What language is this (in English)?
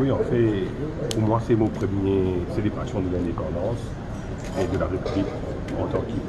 Morisyen